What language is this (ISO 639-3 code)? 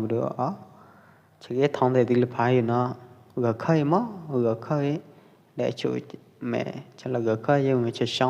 kjp